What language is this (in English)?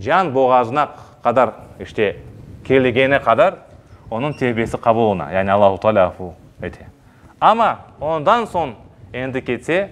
Crimean Tatar